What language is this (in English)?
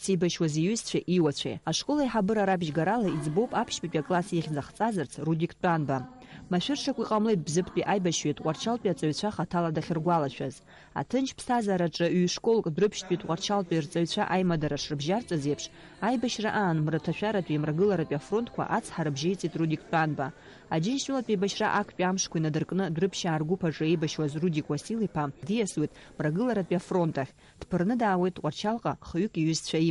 Abkhazian